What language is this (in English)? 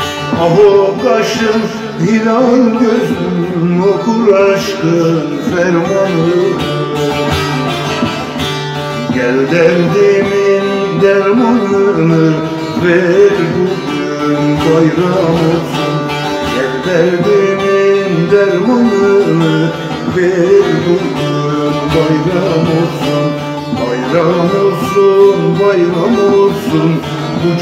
Turkish